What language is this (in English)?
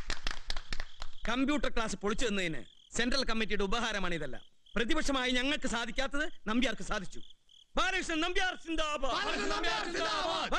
Malayalam